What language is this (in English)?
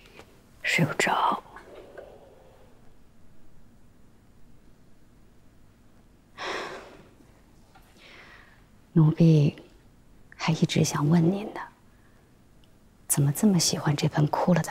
Chinese